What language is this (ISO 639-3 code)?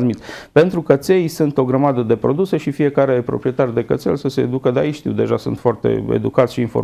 ron